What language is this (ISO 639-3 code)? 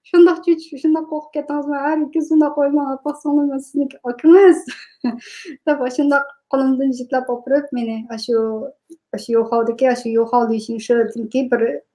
uig